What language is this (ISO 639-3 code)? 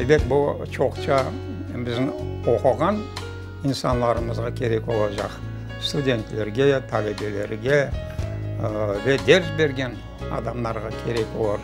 crh